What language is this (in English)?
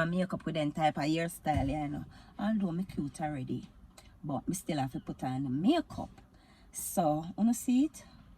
Jamaican Creole English